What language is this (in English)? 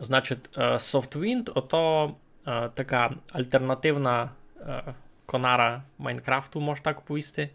Rusyn